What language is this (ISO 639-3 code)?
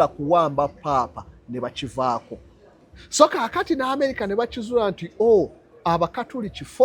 lug